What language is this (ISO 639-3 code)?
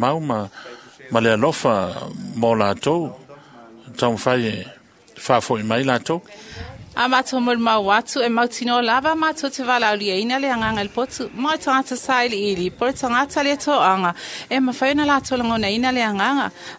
smo